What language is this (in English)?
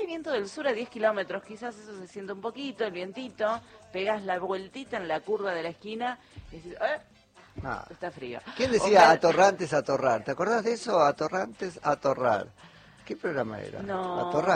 Spanish